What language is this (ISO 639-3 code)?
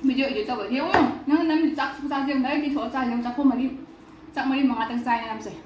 mni